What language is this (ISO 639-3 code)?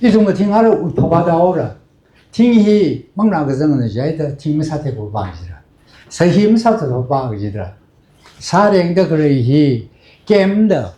nmf